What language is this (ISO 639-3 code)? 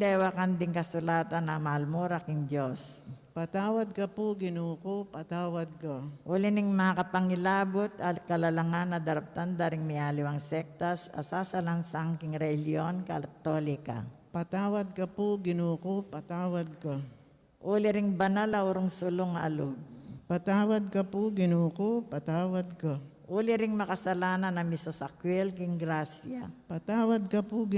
pam